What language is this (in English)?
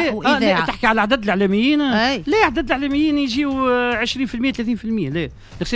Tunisian Arabic